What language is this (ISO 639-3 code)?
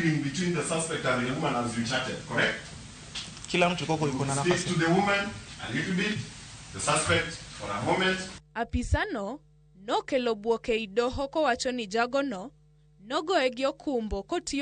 luo